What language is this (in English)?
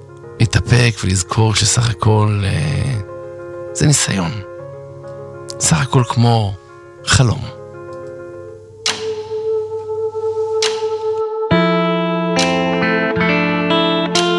Hebrew